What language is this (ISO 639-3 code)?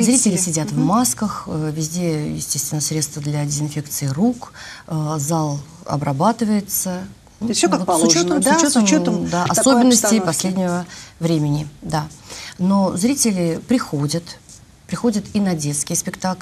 rus